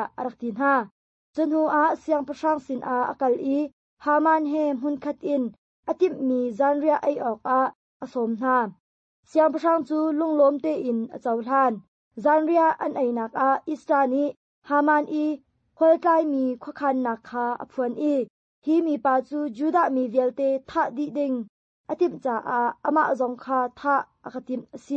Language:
Hakha Chin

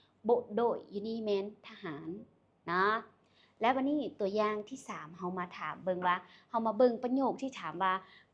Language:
Lao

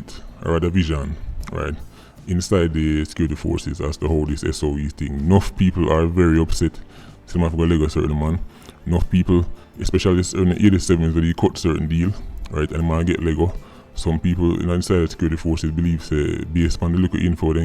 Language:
Jamaican Creole English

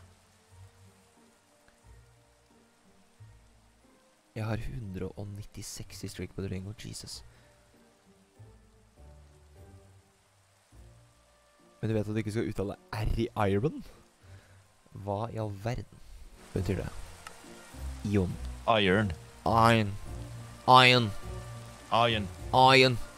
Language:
Norwegian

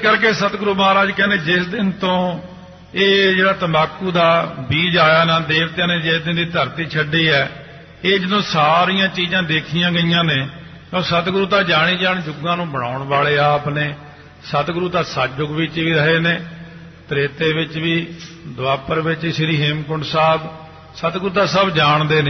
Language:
Punjabi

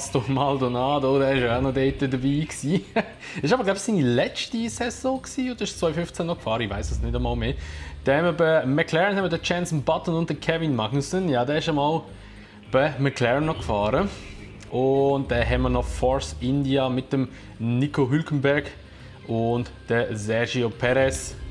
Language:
Swiss German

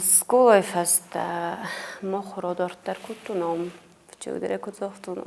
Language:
Ossetic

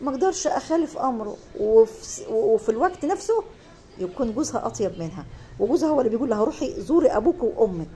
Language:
Egyptian Arabic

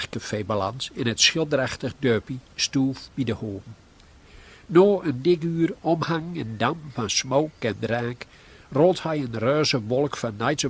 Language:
Gronings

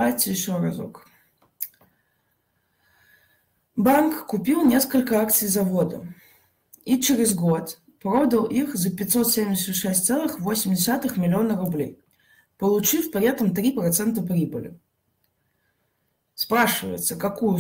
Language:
Russian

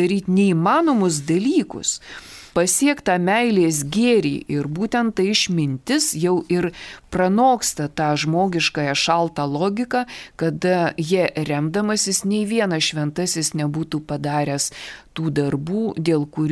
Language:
Lithuanian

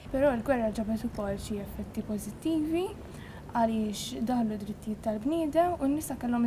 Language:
Maltese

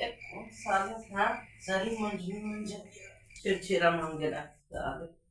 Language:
Chhattisgarhi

